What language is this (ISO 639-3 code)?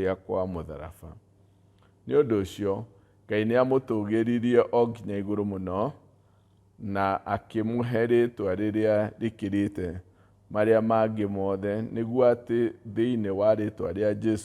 kik